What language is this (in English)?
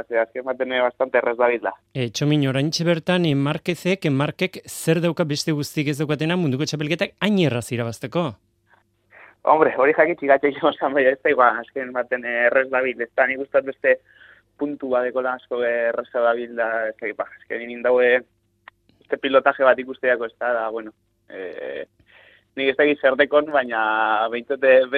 Basque